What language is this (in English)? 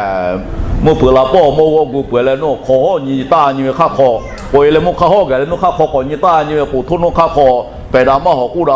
Lahu